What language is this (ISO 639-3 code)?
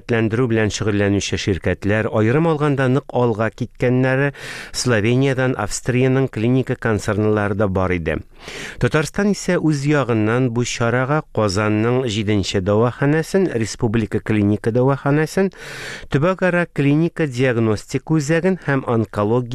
tat